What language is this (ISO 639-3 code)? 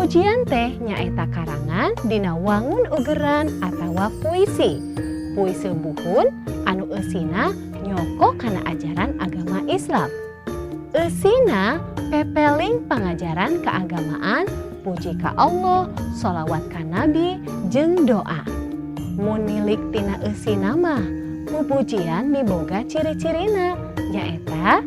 sun